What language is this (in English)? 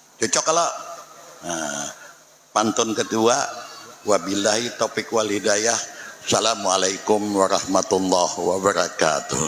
Banjar